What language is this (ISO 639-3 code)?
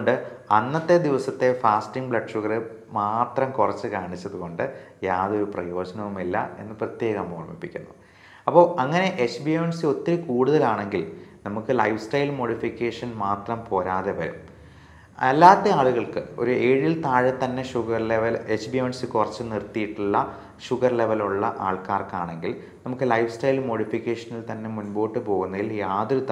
mal